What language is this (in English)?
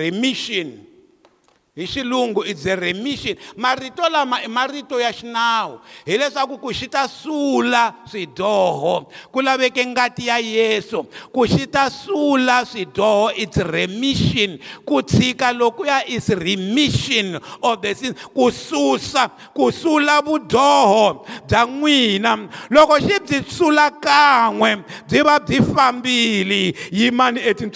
Tsonga